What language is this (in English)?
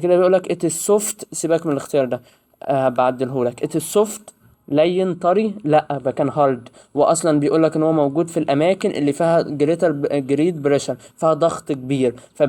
Egyptian Arabic